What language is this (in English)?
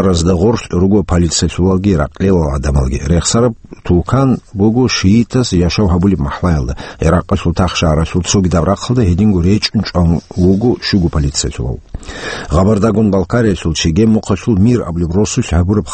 Avaric